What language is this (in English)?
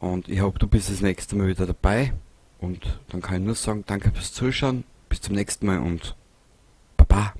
Bavarian